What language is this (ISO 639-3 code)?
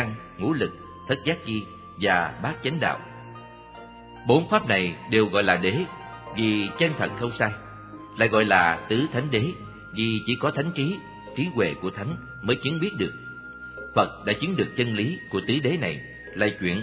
vie